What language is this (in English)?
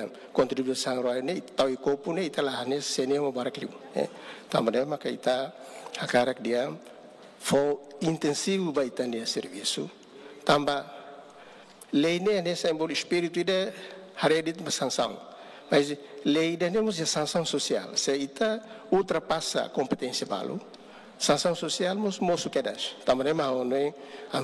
Tetum